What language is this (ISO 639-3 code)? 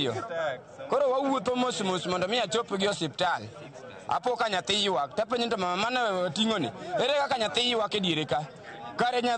luo